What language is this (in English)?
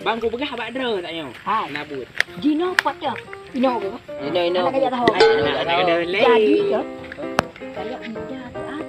Achinese